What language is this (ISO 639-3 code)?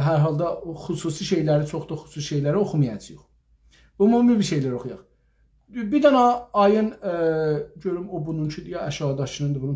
azb